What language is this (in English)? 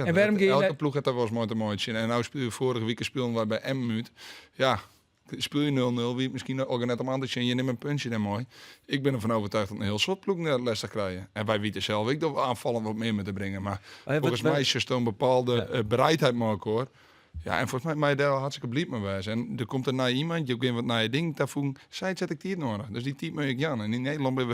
Western Frisian